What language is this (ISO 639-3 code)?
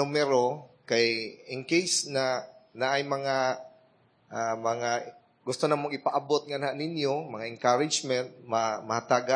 ceb